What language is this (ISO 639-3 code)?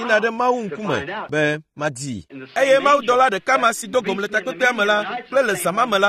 ewe